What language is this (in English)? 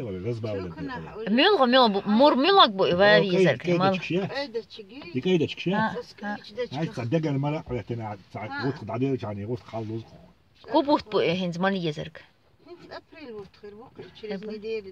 Chechen